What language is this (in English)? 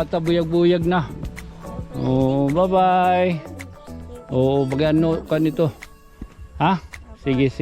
Waray